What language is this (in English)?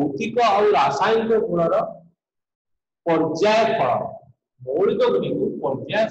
Odia